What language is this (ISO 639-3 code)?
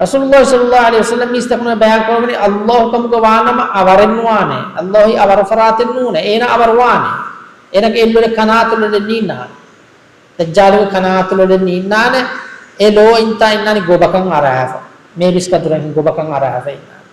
div